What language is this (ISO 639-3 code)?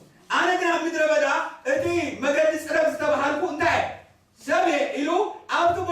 tir